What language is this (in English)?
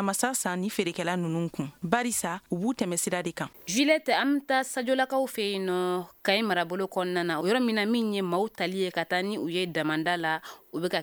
Bambara